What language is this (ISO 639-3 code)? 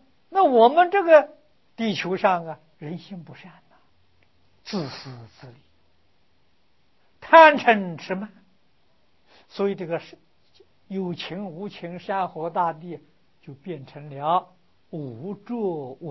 zho